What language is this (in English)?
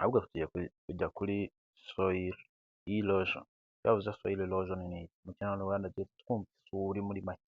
Kinyarwanda